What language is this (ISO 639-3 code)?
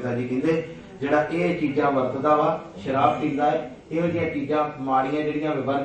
pan